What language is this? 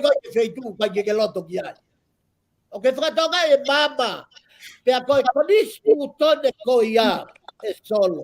Tongan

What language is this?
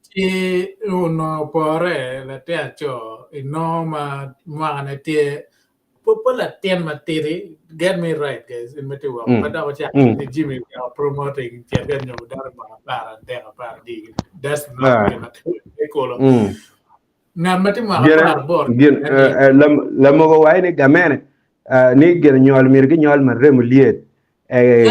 Acoli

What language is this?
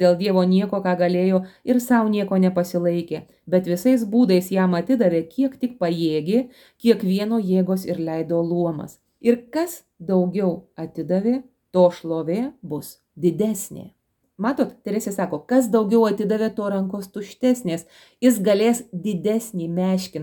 Lithuanian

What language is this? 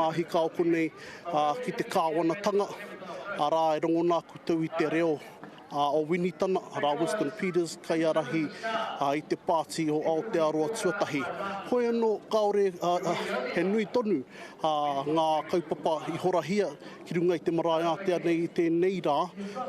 Māori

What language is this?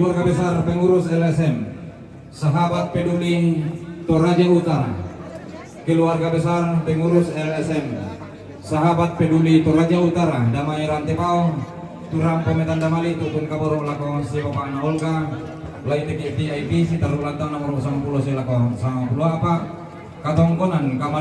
Toraja-Sa'dan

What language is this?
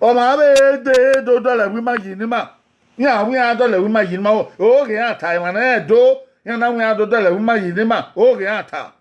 Bini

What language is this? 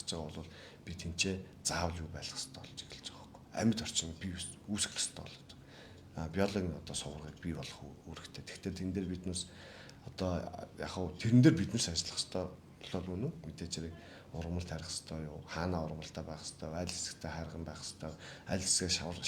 Mongolian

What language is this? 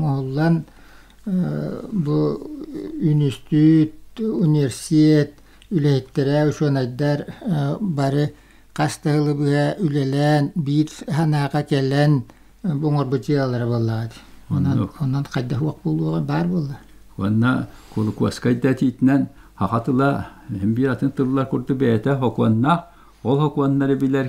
Yakut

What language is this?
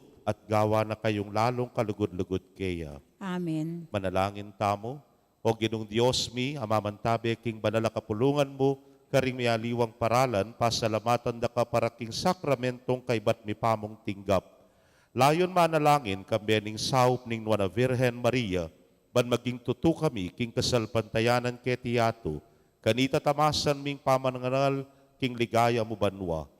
Pampanga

